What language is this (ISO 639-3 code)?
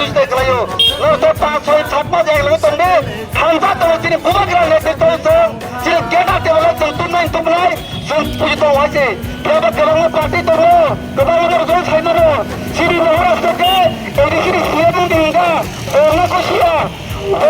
trp